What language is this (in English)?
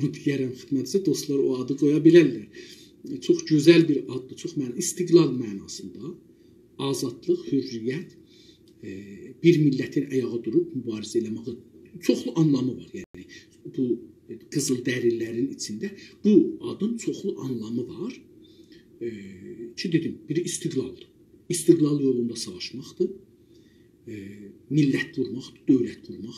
South Azerbaijani